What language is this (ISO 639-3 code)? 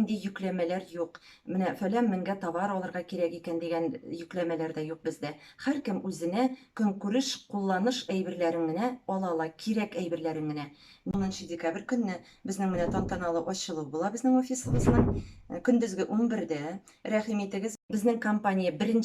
tat